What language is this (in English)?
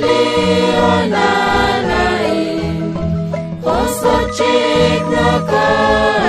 Kekchí